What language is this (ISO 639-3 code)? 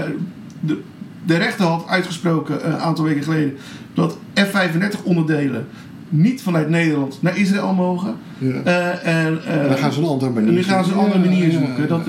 nld